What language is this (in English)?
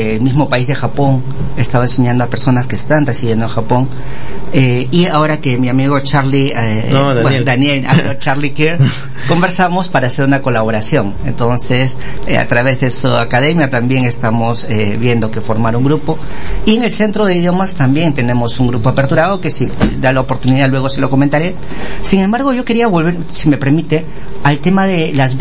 Spanish